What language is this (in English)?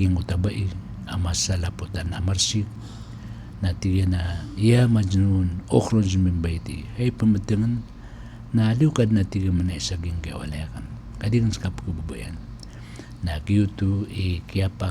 Maranao